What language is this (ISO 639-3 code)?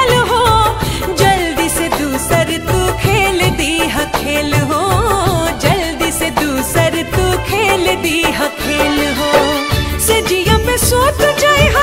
bho